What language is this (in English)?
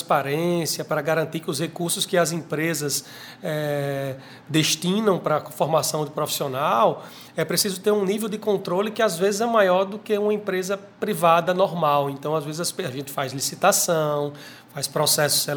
Portuguese